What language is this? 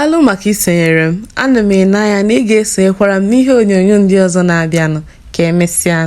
Igbo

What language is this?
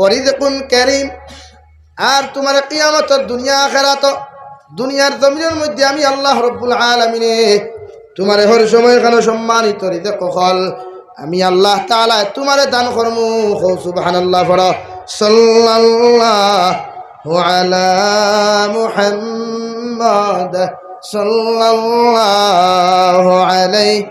Sylheti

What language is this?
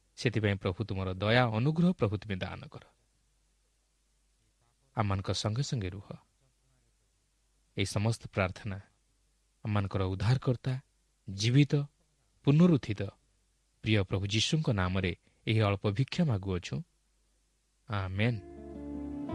Odia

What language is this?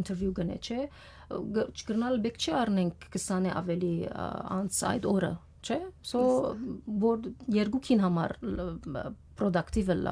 Western Armenian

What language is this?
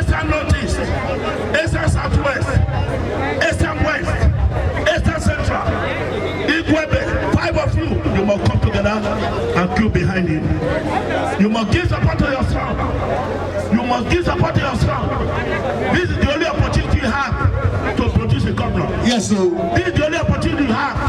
Nigerian Pidgin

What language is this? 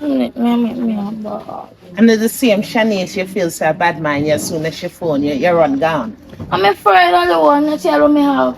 Jamaican Creole English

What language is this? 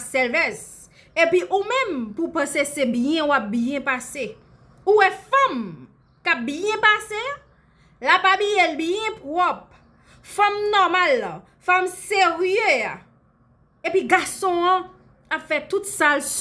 Haitian Creole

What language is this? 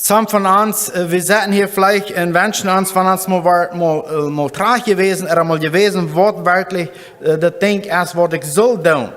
Plautdietsch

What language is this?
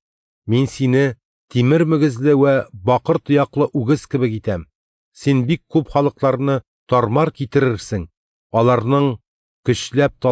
Tatar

